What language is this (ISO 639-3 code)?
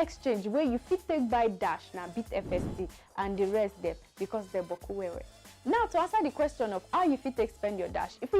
pcm